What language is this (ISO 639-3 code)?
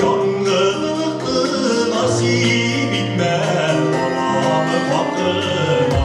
bak